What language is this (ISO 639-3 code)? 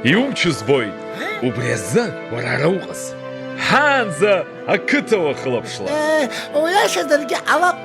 abk